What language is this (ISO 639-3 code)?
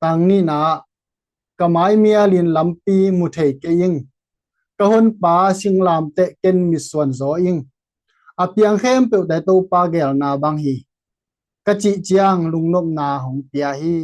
ctd